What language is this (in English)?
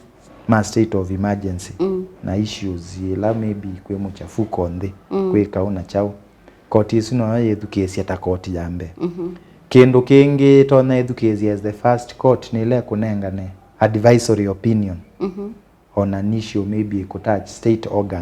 Kamba